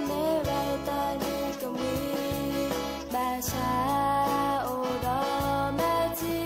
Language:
S'gaw Karen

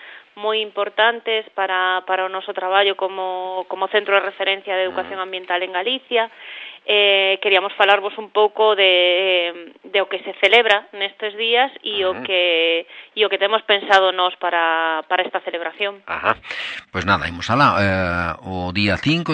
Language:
Galician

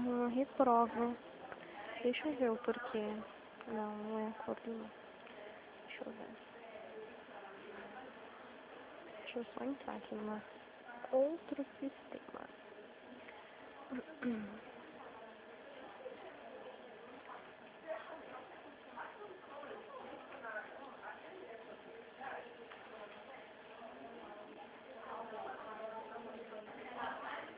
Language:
Portuguese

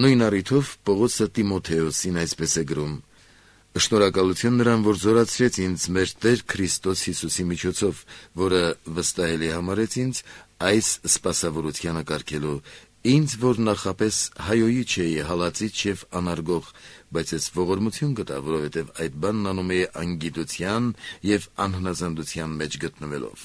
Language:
Armenian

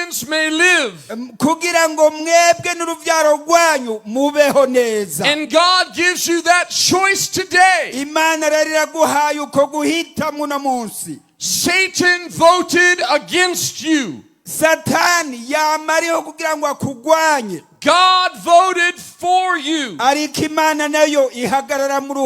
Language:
Rundi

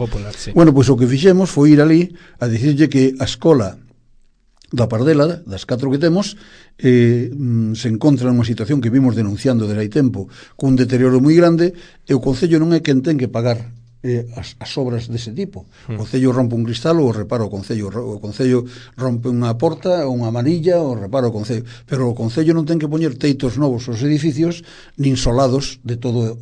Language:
Galician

